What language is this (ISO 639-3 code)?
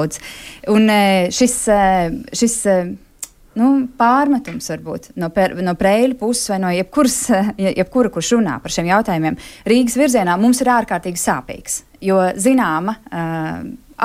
lav